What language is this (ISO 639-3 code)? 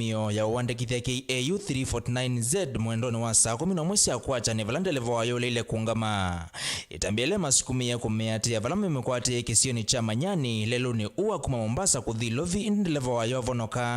kam